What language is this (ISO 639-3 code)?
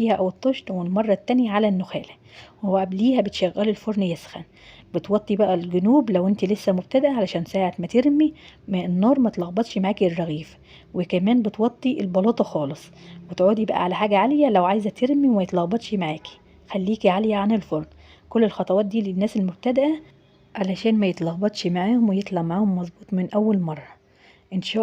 arz